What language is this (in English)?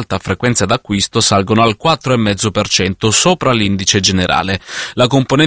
Italian